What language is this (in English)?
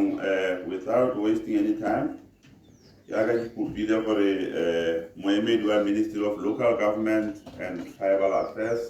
Tswana